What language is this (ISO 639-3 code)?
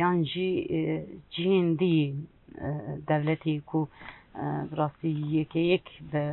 kur